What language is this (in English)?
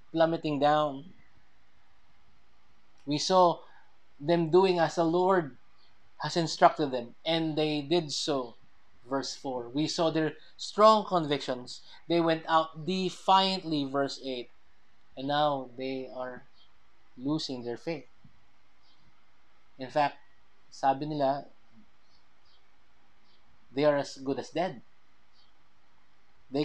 Filipino